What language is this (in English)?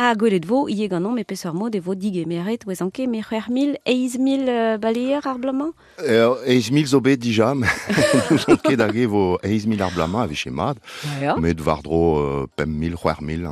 Breton